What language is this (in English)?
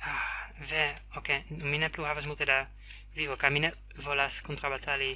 Esperanto